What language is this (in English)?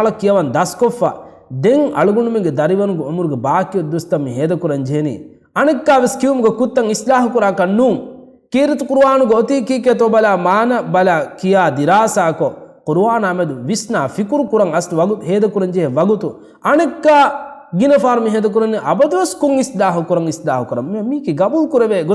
Divehi